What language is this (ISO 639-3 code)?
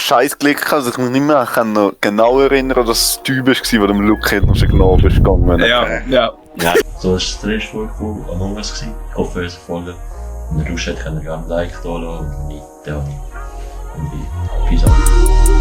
gsw